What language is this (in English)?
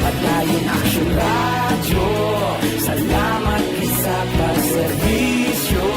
Hiligaynon